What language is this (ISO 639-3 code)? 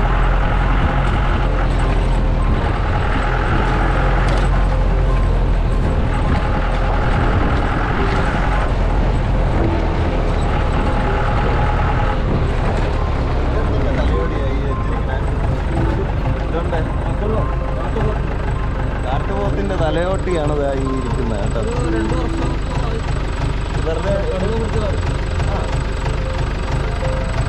mal